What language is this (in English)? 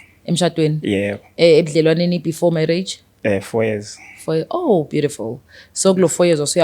Zulu